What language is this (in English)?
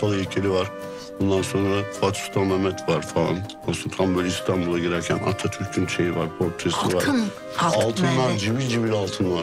Turkish